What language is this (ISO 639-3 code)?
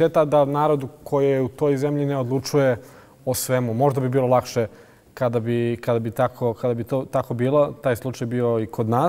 bos